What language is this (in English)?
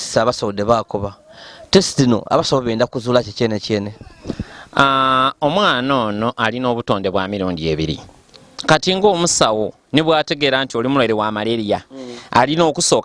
Ganda